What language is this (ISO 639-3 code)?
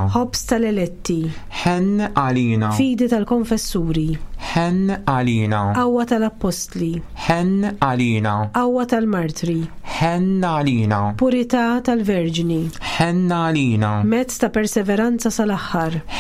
mlt